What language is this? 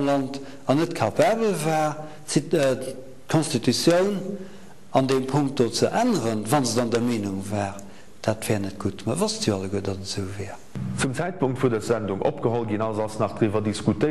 Luxembourgish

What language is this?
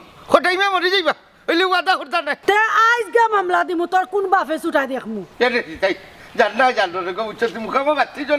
Sylheti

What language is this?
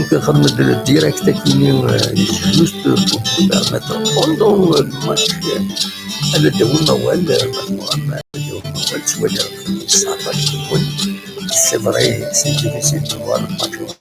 Kabyle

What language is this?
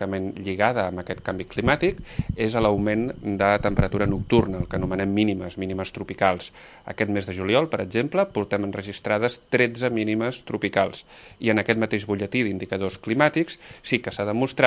Catalan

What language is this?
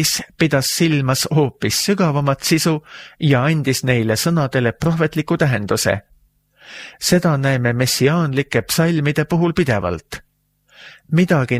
Estonian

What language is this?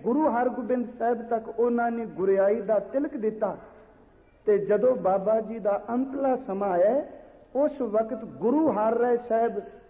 Punjabi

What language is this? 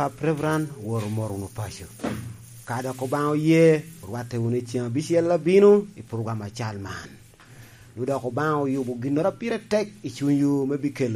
Lango (Uganda)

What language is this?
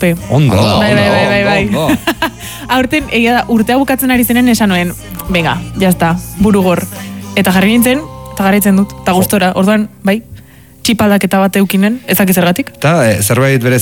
Basque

